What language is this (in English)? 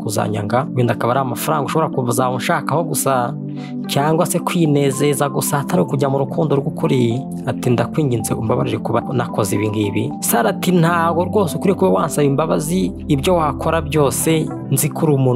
Kinyarwanda